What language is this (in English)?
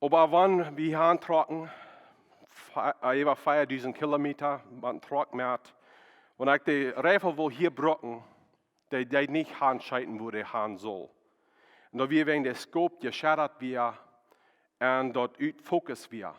Plautdietsch